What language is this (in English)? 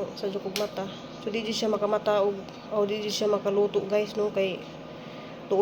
Cebuano